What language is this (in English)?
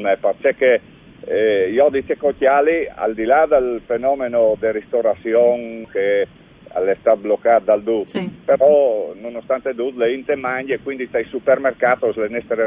Friulian